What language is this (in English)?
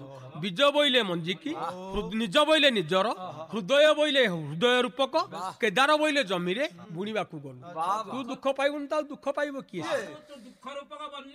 Odia